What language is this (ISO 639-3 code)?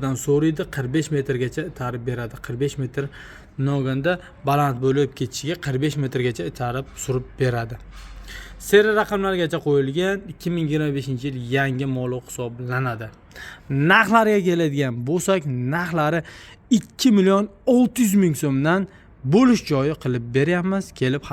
uzb